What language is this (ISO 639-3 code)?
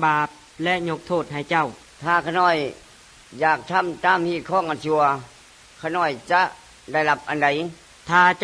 lao